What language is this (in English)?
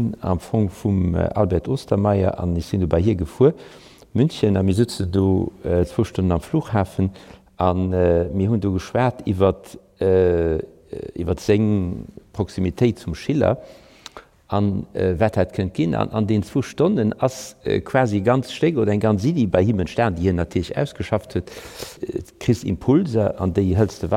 Luxembourgish